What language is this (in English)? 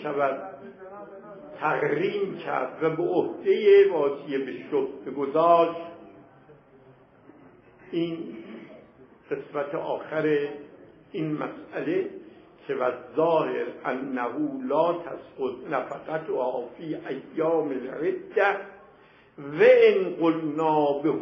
Persian